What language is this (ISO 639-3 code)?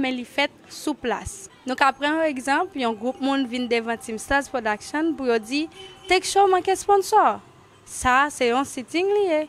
hat